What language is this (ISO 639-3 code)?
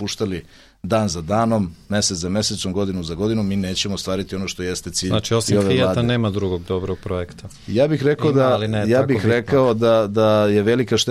srp